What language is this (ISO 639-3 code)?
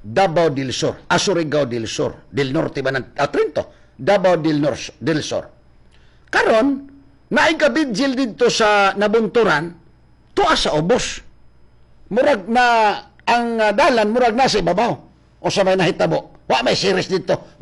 ceb